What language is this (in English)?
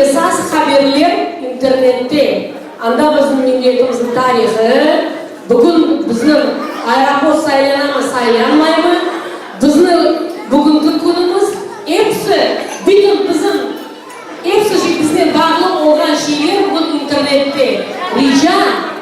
Crimean Tatar